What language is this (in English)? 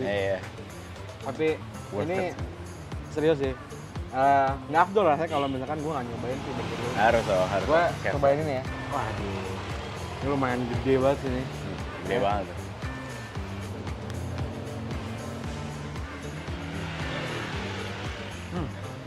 Indonesian